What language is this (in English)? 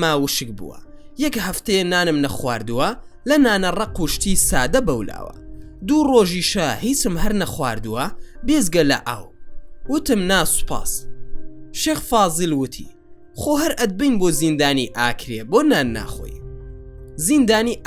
Central Kurdish